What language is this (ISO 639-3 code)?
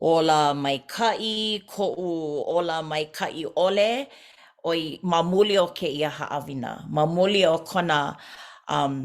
haw